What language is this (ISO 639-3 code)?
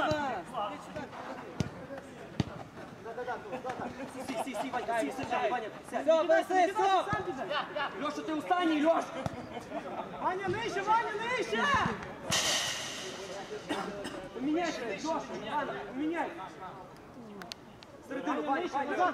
ukr